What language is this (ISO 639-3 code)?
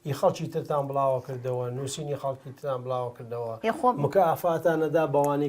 ckb